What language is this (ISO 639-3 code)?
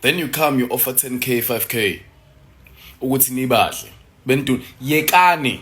zul